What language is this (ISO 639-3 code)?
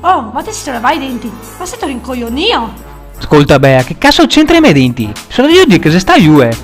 vec